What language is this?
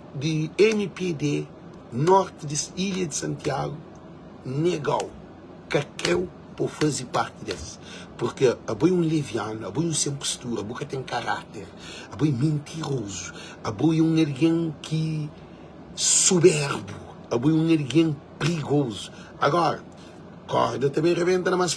Kabuverdianu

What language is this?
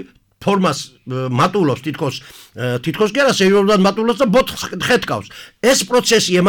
Georgian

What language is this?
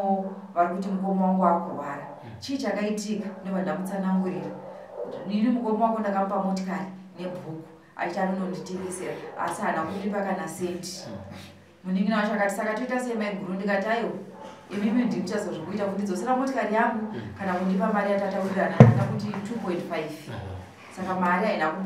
Shona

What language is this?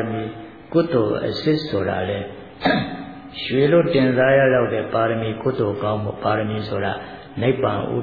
Burmese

